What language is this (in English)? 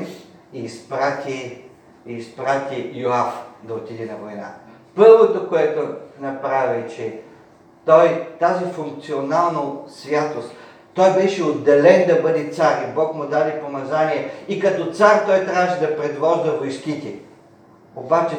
Bulgarian